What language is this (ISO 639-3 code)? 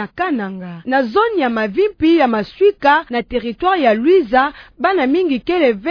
ktu